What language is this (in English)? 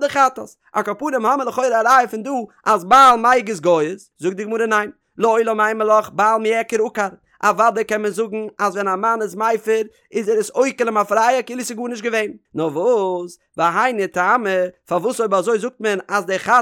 Yiddish